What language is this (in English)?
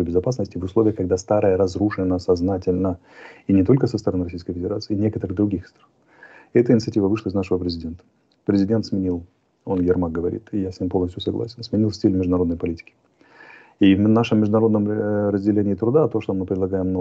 Russian